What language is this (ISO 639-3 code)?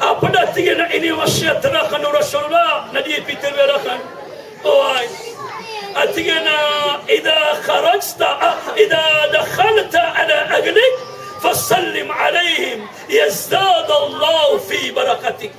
mrw